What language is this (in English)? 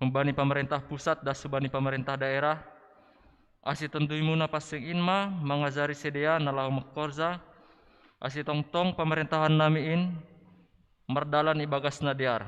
Batak Simalungun